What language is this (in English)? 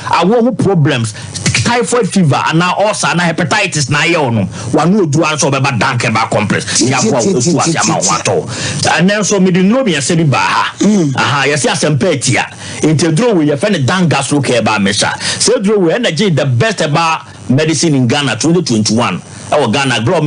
Akan